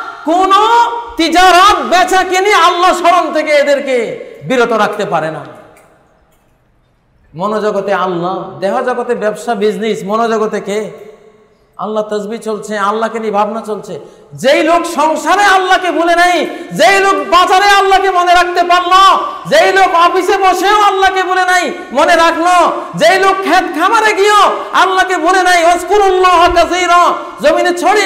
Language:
Bangla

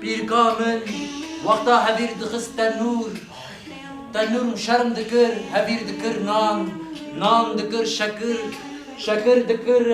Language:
Kurdish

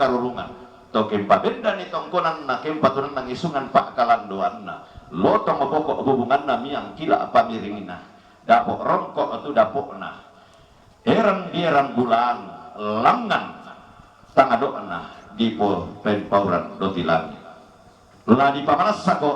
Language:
Toraja-Sa'dan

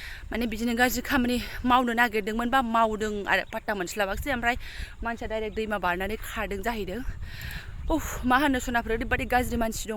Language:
Bodo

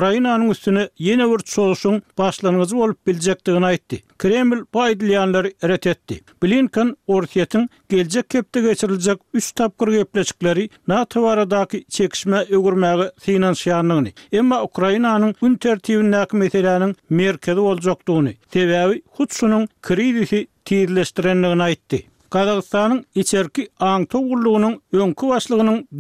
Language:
Turkmen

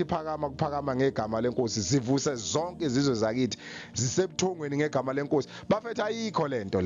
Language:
Zulu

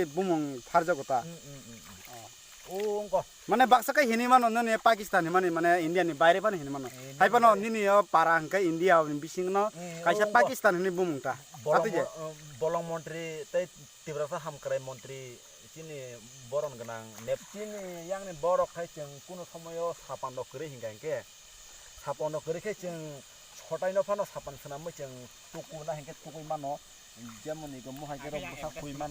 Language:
Kok Borok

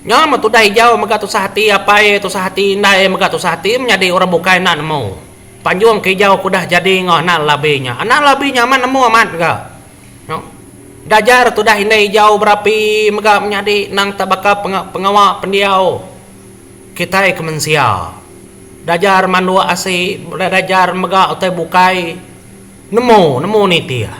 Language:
Iban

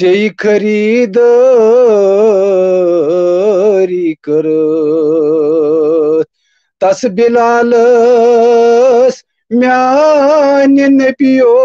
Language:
Kashmiri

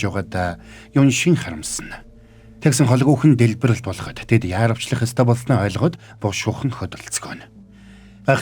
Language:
Mongolian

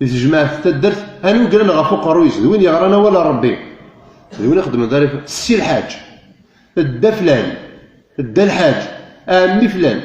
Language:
Kabyle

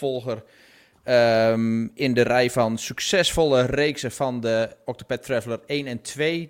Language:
Dutch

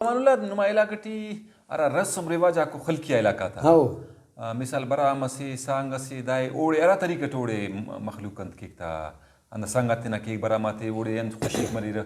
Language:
Brahui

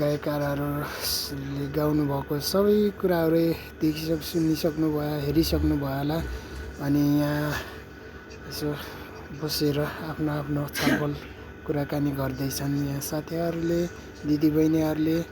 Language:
Nepali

